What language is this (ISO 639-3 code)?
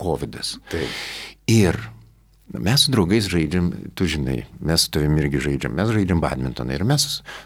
lit